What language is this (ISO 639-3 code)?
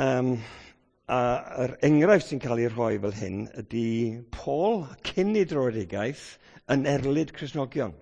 cym